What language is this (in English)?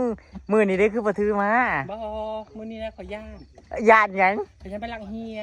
Northeastern Thai